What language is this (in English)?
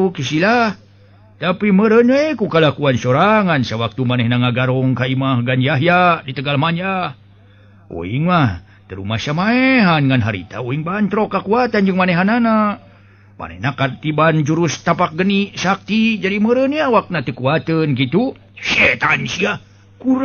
Sundanese